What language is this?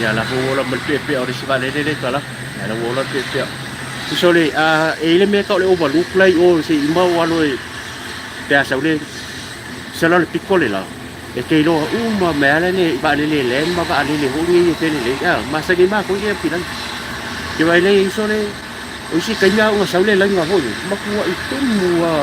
Samoan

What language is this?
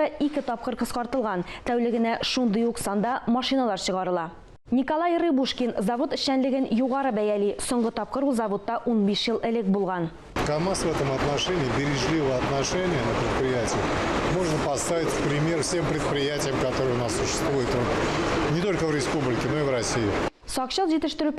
Tatar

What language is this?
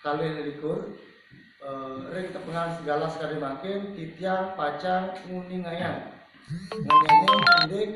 Balinese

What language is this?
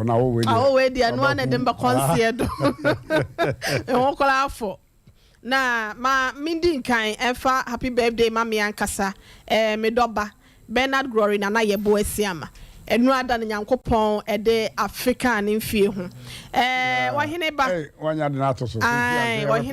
Akan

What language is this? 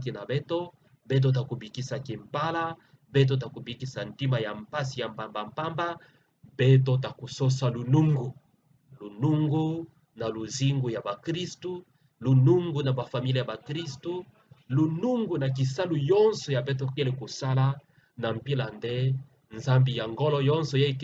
Kituba (Democratic Republic of Congo)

